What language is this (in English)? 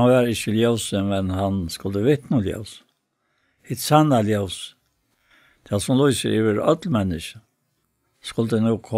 Faroese